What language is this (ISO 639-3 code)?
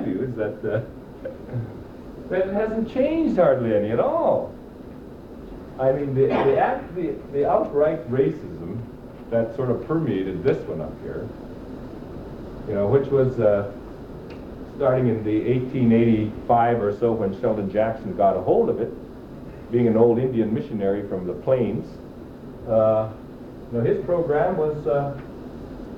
eng